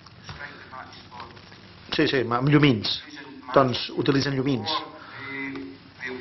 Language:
Catalan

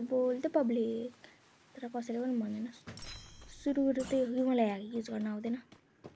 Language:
Nepali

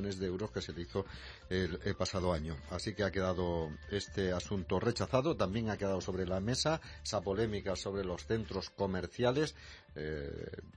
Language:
Spanish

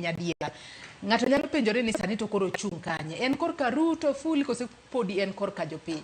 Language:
Luo (Kenya and Tanzania)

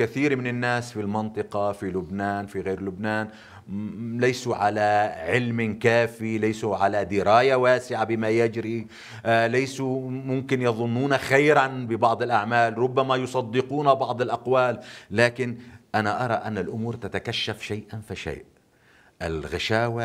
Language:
North Levantine Arabic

